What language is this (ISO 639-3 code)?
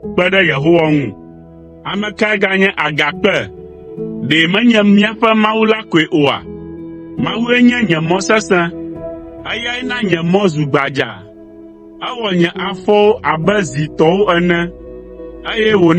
ewe